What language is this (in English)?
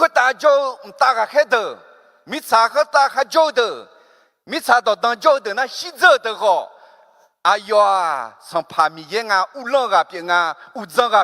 Akha